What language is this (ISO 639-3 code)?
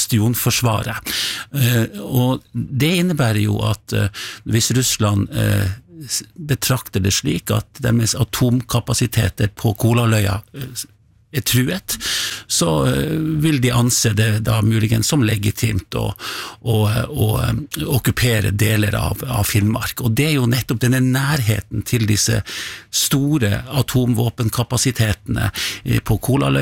nor